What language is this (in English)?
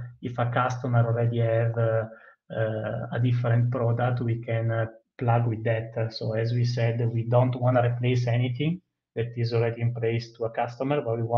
English